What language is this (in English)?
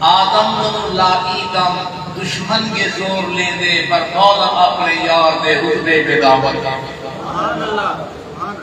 Saraiki